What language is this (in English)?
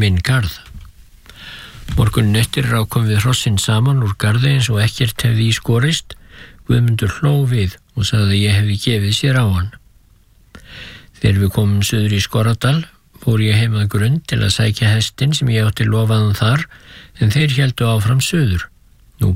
Icelandic